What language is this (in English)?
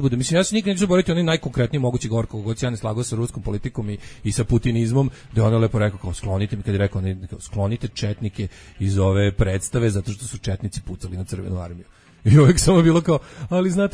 Serbian